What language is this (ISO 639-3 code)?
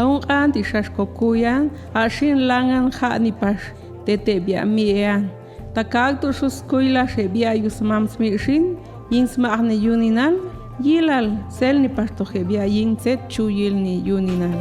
jac